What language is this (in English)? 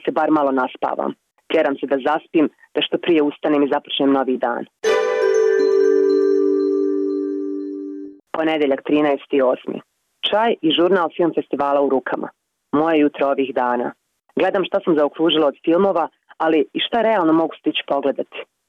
Bosnian